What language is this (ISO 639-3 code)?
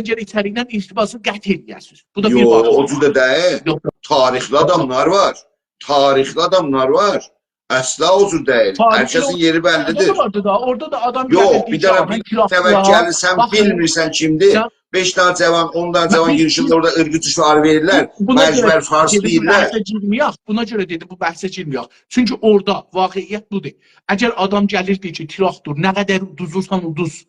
azb